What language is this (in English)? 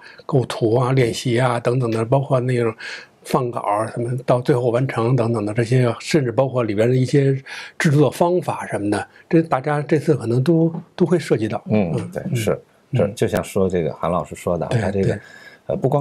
Chinese